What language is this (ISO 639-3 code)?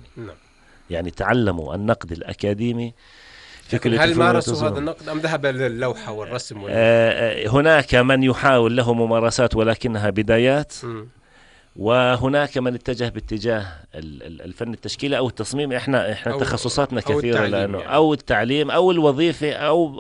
apc